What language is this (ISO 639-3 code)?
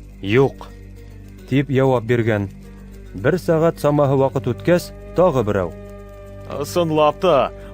bak